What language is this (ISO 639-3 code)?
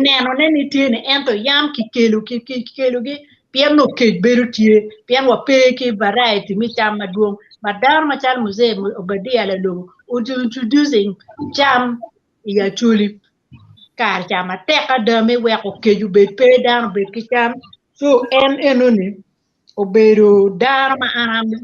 ach